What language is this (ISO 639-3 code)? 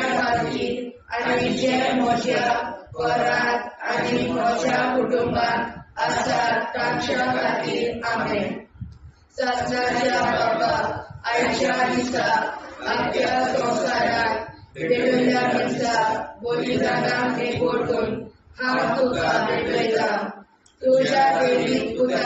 kok